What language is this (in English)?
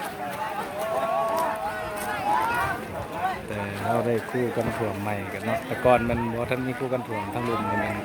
Lao